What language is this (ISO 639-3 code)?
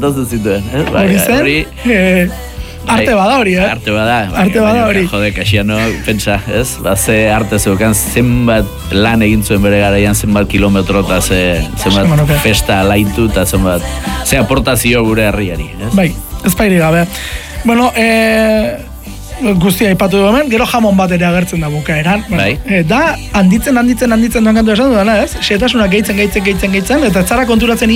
eus